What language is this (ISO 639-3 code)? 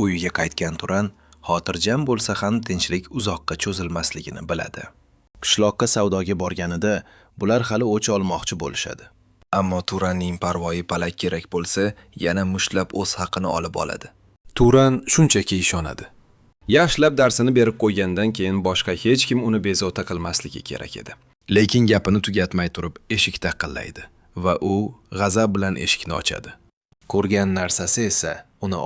uzb